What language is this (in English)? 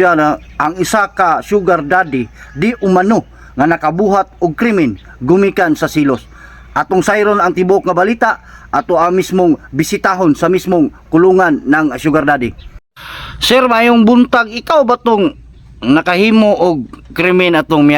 Cebuano